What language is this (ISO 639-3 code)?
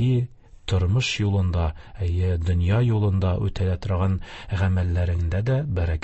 tat